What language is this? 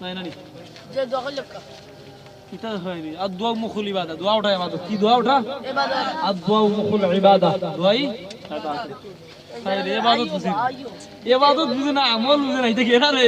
Sylheti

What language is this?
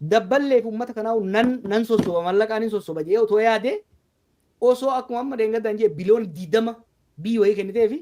Oromo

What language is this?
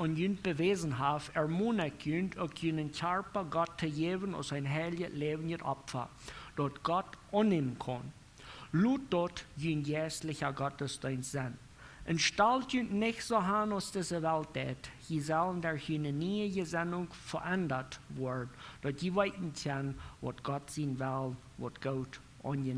Plautdietsch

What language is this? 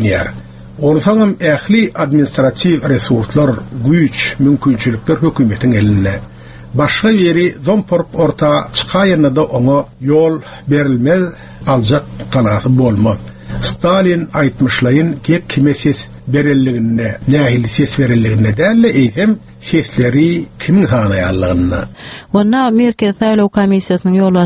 Turkmen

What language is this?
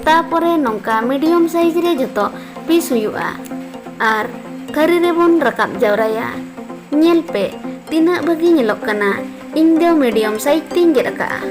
Santali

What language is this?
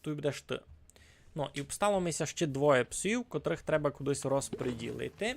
Rusyn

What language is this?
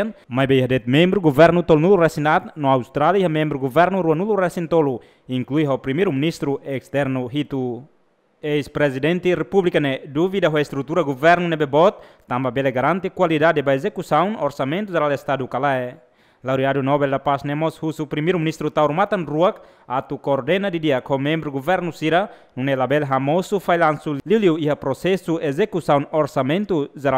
Tetum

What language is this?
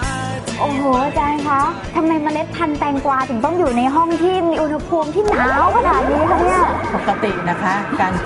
Thai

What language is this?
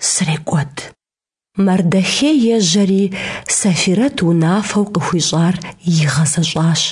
Kabardian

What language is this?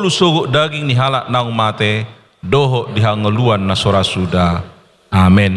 Batak Toba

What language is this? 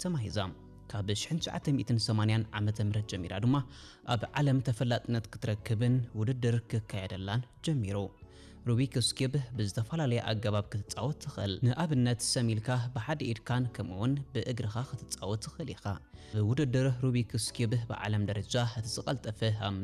Tigrinya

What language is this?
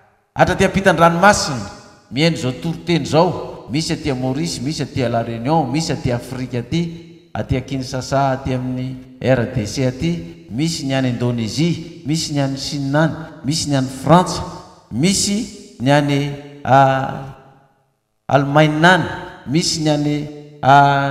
Malagasy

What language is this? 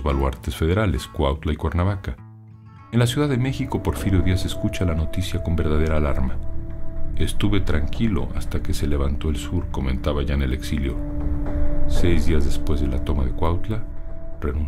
Spanish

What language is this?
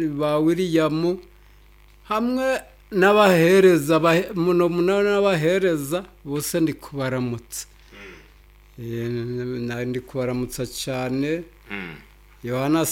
Nyoro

